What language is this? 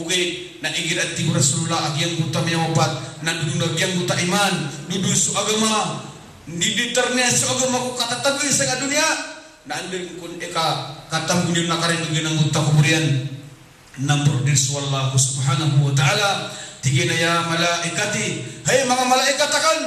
Maranao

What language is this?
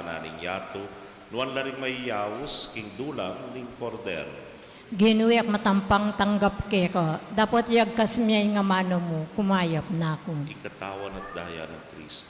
Pampanga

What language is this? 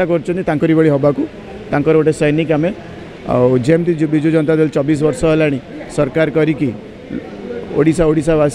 Odia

